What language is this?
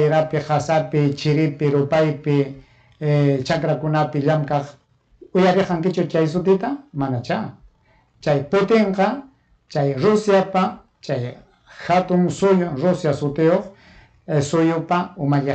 Ayacucho Quechua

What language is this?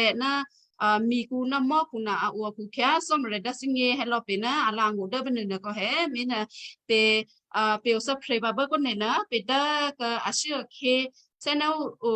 Western Kayah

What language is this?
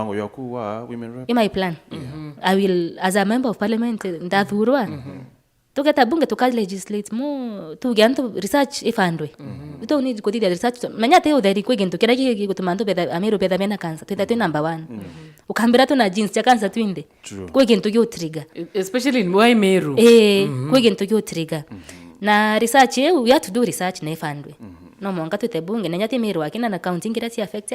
Meru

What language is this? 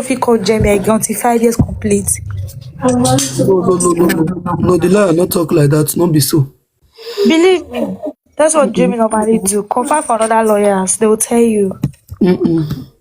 Nigerian Pidgin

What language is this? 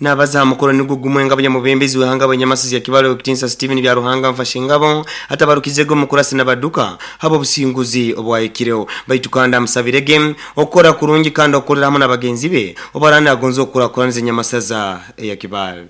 Nyoro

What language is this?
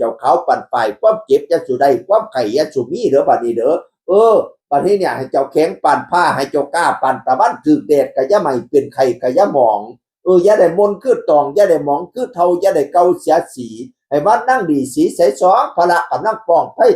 Northeastern Thai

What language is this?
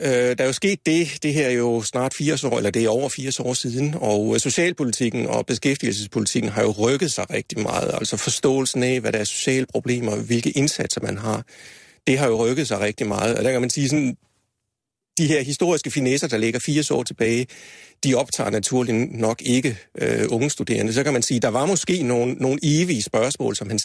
Danish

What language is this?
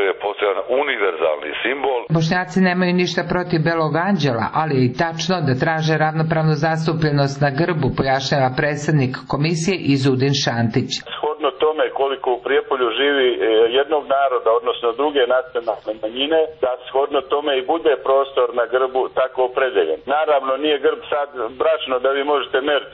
Serbian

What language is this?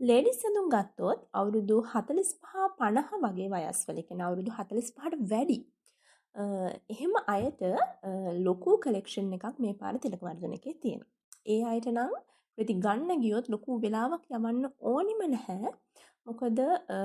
Sinhala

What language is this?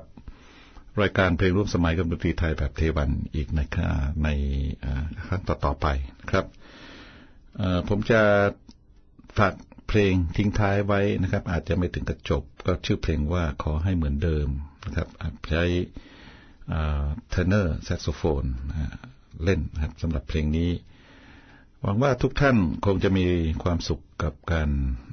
Thai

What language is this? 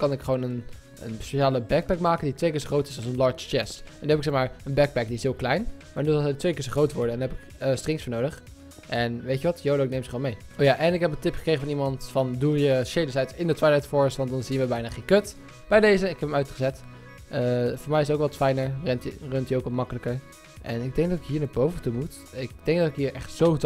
Dutch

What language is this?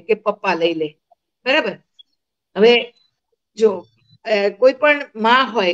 Gujarati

